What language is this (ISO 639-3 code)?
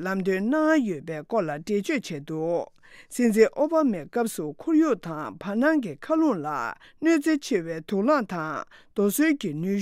bod